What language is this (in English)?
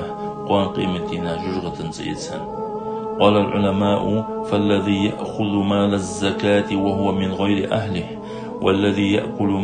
Ingush